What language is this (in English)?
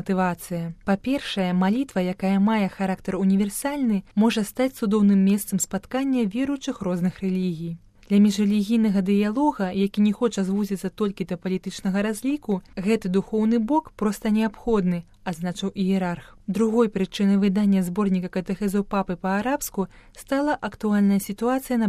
Belarusian